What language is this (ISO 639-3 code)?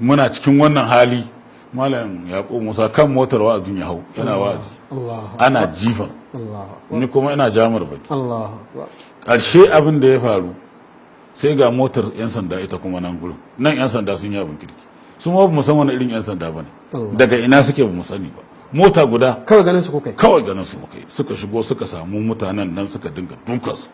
hau